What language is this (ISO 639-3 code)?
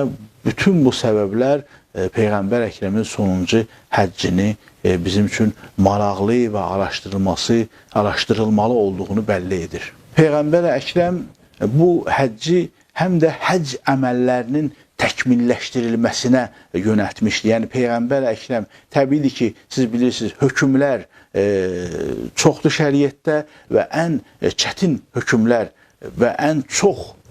aze